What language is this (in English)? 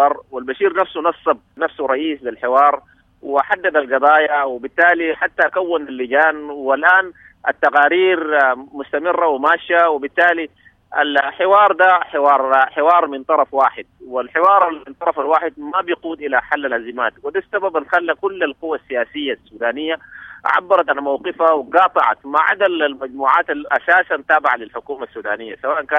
Sudanese Arabic